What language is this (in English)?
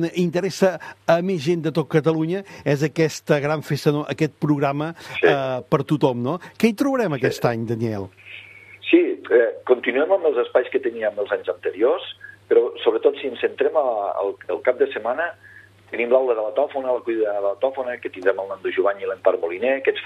Catalan